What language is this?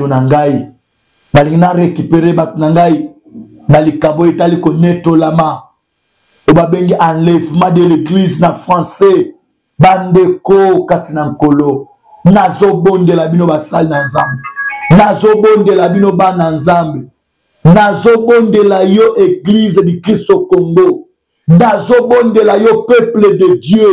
Lingala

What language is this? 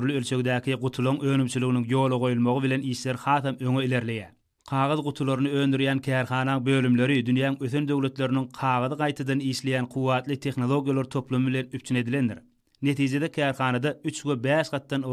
Turkmen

